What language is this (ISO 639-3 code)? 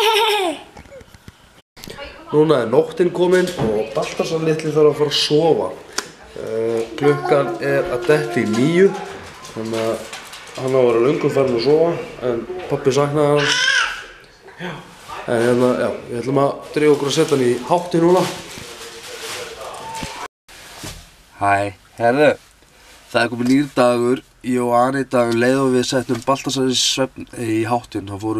isl